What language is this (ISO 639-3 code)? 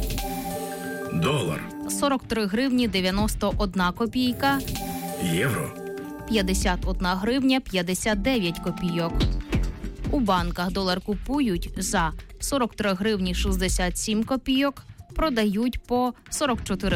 ukr